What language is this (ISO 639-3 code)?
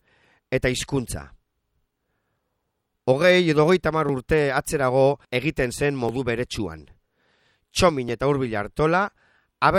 eus